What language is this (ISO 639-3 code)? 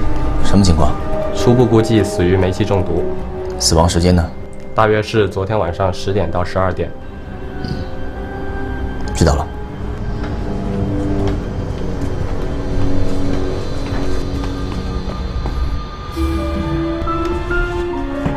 zho